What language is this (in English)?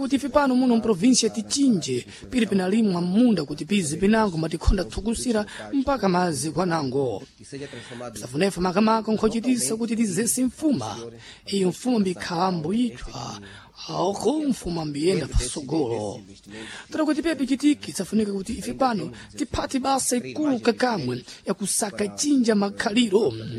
Sena